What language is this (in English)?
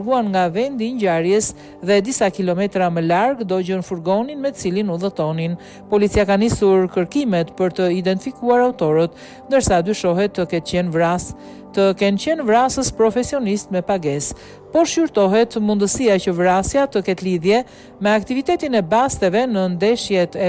Albanian